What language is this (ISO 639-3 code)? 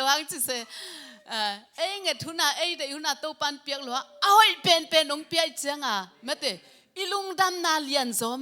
ctd